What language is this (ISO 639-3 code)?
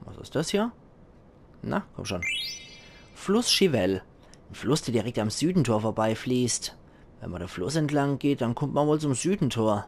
pfl